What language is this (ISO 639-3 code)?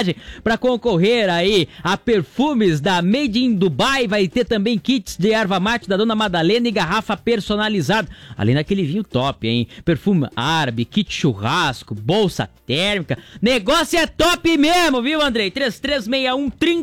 por